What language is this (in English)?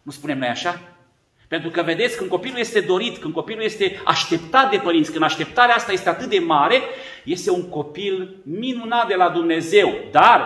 Romanian